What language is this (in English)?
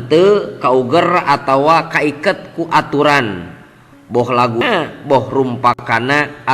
Sundanese